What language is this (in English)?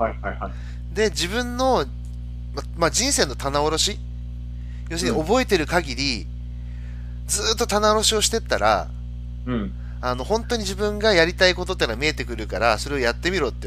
Japanese